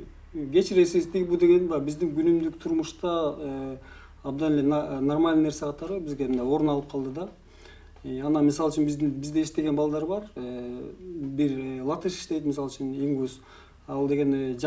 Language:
Kyrgyz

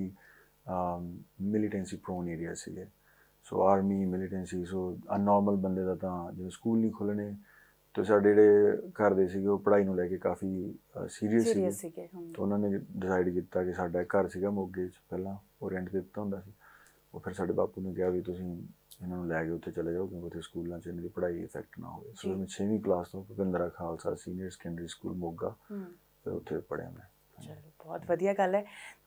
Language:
Punjabi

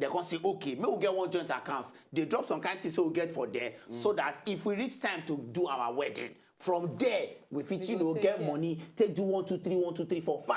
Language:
Nigerian Pidgin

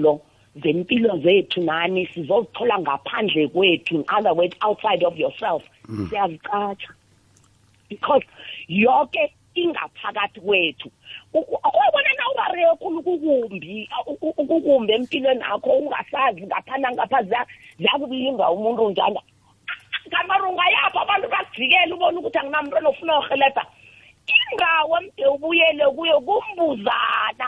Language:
South Ndebele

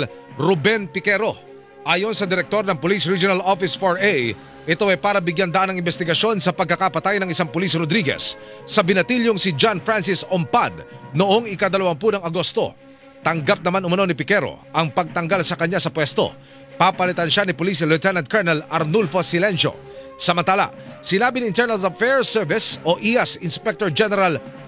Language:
Filipino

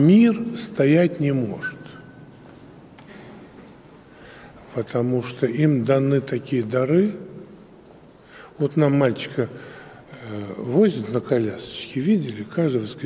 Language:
Russian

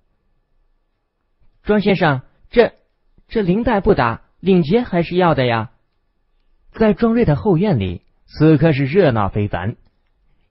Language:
Chinese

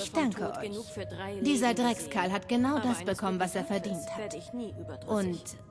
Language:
Bavarian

